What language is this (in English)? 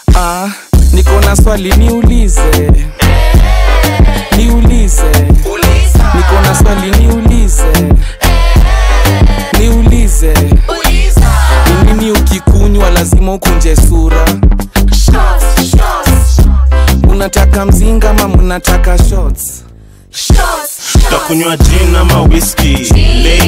Swahili